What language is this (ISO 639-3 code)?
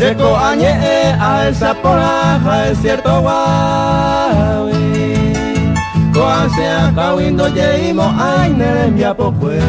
grn